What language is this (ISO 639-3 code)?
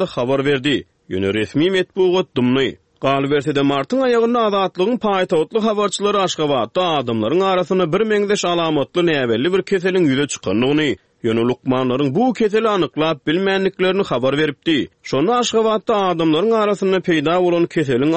tuk